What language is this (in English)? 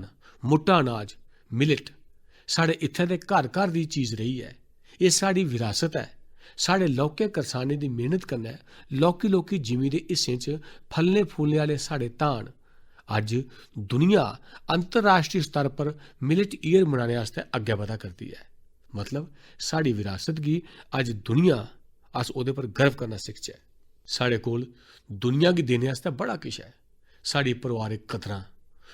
Dogri